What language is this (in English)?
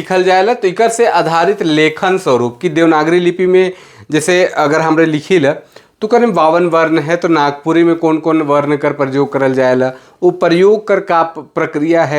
Sadri